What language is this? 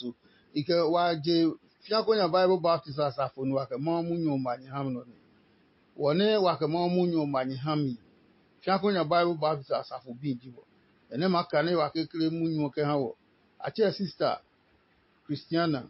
Adangme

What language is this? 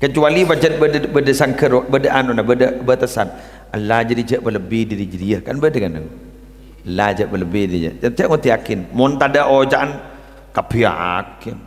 Madurese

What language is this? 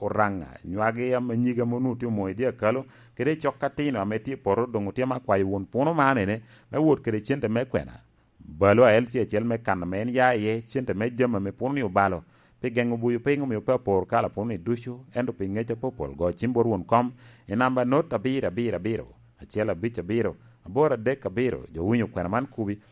Lango (Uganda)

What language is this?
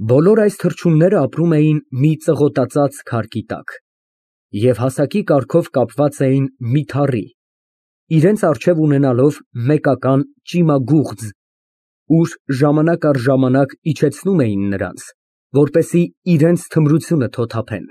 Armenian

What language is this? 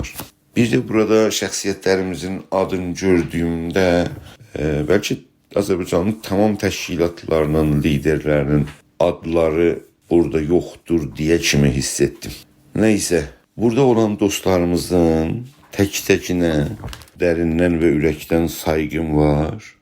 South Azerbaijani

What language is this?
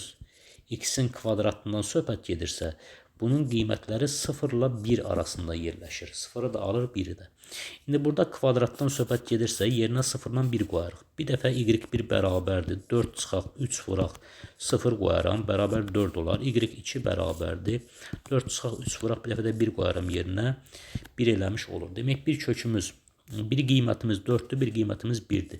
Azerbaijani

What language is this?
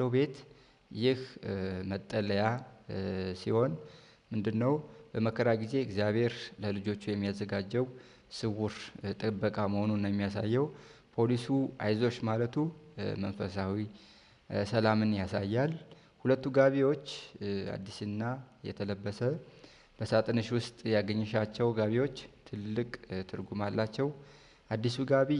Amharic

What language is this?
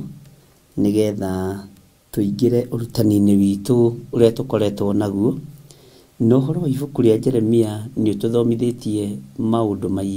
Kikuyu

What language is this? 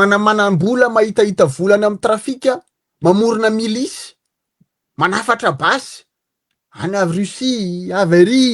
Malagasy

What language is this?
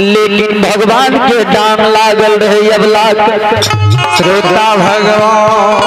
Maithili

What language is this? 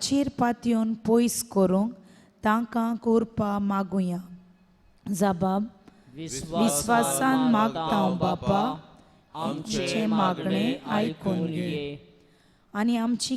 Konkani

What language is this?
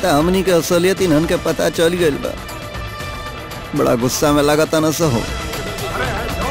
Bhojpuri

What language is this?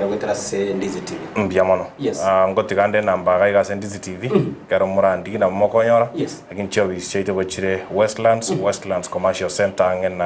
Gusii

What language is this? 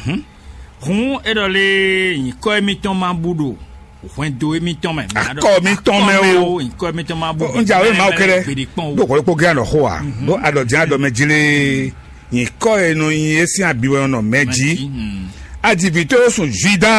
Fon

